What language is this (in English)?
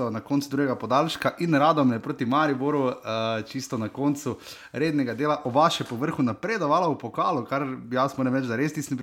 Slovenian